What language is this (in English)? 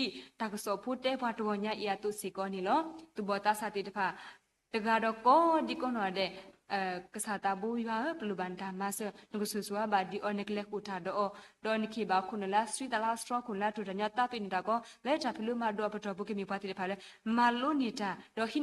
S'gaw Karen